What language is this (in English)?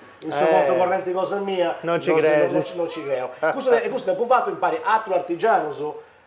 Sardinian